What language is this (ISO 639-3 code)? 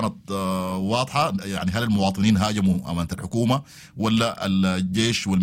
apd